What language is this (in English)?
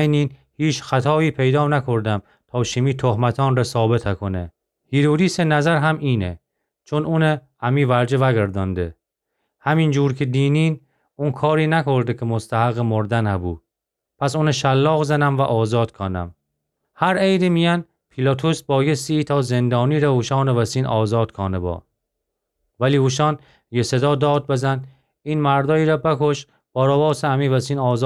Gilaki